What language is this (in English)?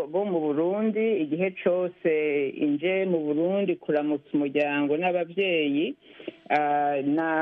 Rundi